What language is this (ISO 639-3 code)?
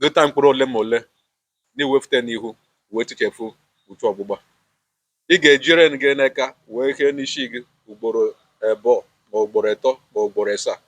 ibo